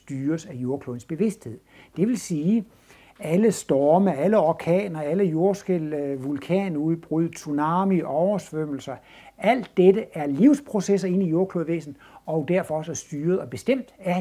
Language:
Danish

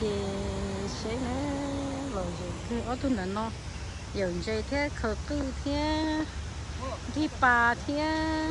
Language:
Hmong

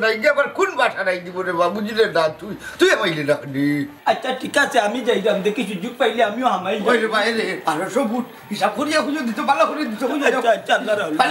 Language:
Sylheti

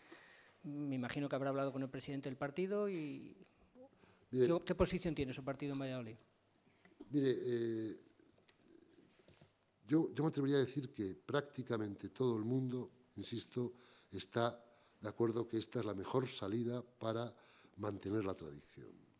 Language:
Spanish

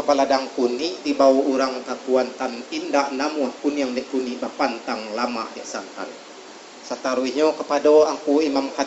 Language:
Minangkabau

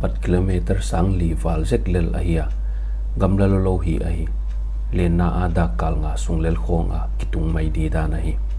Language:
Paite Chin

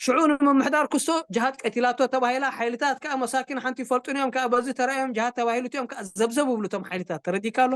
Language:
Tigrinya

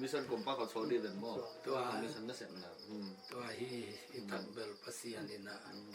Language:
Tedim Chin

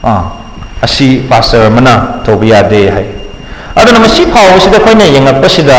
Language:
Manipuri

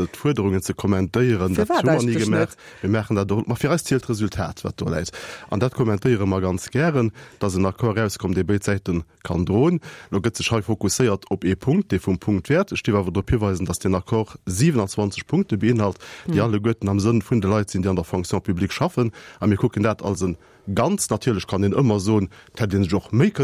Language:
Luxembourgish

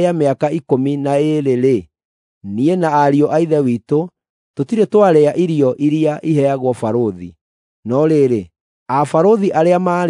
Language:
Kikuyu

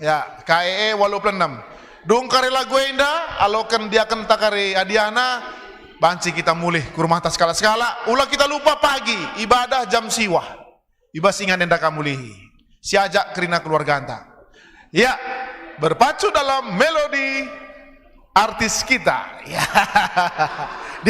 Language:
Batak Karo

